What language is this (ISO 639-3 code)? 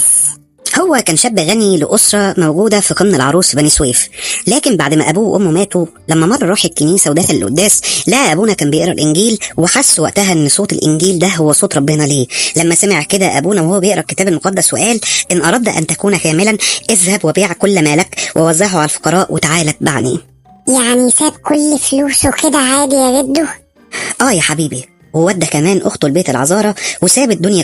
arz